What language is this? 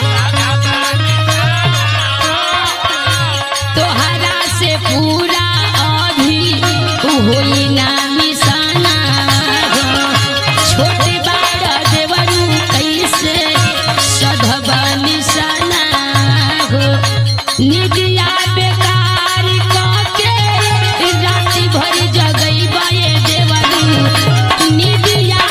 Bhojpuri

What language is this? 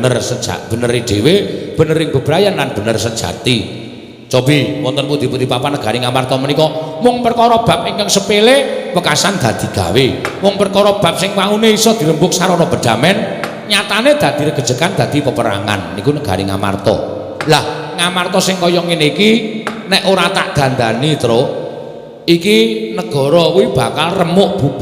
Javanese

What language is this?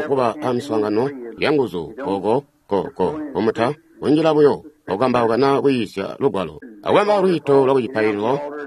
Tonga (Zambia)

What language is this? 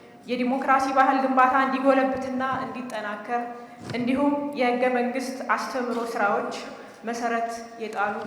Amharic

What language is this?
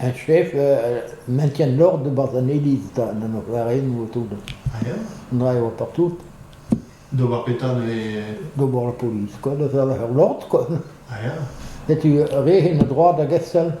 Breton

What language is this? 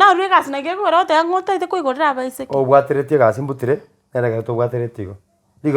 Gusii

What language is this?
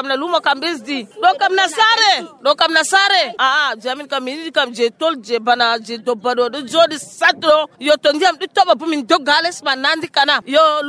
Nigerian Fulfulde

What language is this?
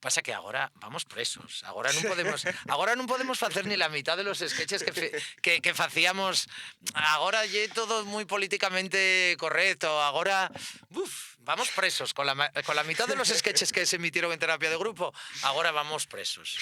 Asturian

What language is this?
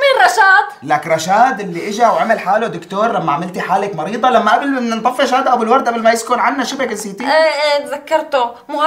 North Levantine Arabic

